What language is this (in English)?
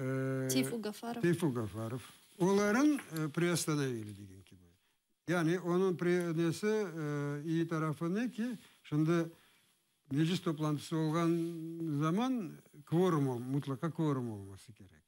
Crimean Tatar